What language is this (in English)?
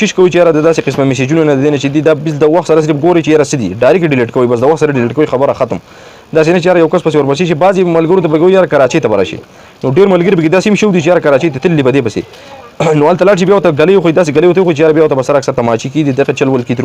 Pashto